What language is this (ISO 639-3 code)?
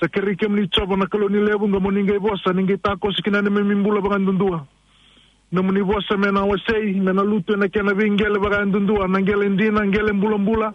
fij